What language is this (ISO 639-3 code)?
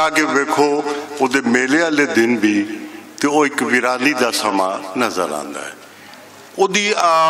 lah